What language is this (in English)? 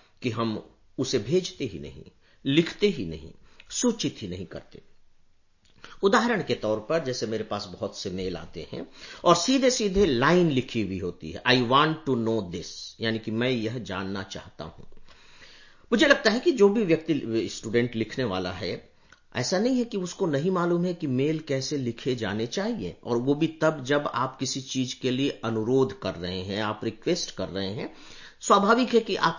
Hindi